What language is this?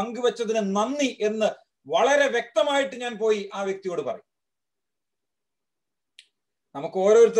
Malayalam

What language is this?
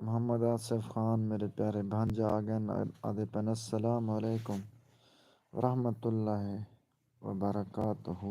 Saraiki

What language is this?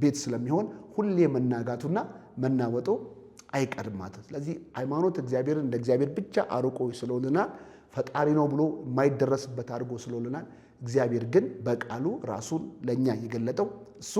Amharic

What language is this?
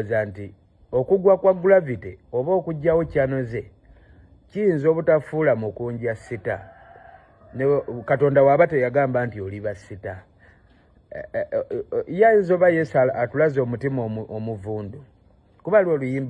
Ganda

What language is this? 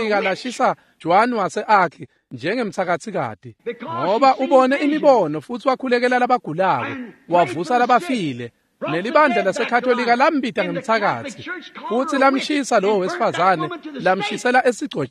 Swati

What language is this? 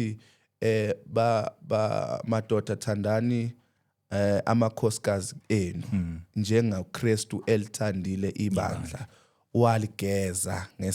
Zulu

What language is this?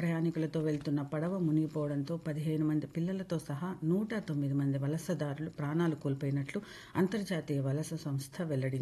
Telugu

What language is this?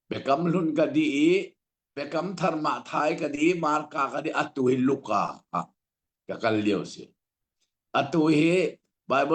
Hakha Chin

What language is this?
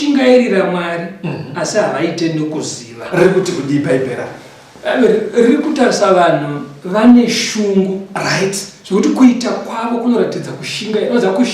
Shona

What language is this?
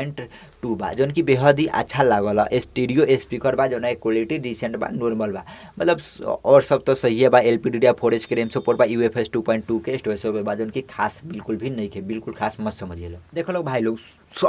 Bhojpuri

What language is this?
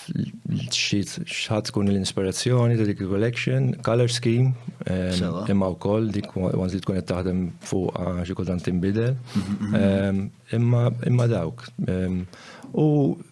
Maltese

